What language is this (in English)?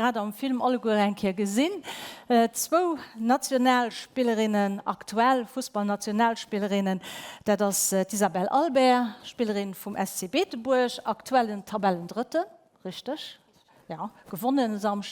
Luxembourgish